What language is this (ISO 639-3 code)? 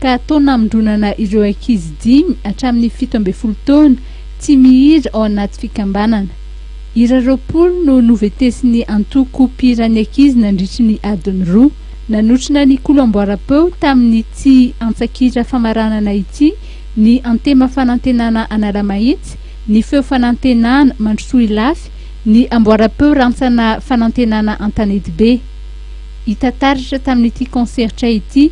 mlg